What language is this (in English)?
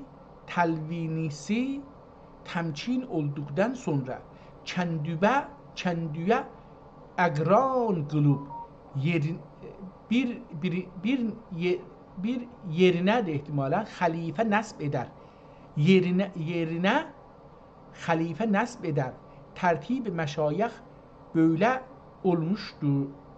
South Azerbaijani